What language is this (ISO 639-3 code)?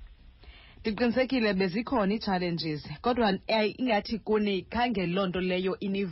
xho